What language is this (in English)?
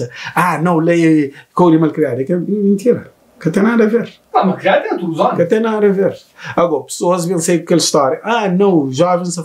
Kabuverdianu